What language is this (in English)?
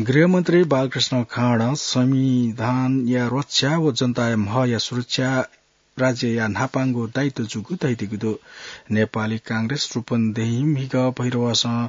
Newari